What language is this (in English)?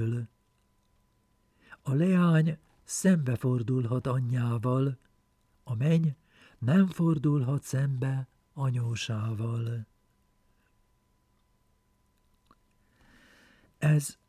Hungarian